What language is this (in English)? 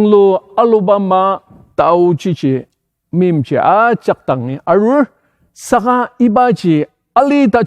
Ao Naga